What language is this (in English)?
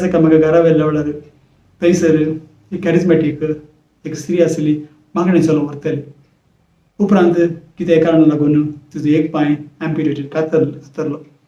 Konkani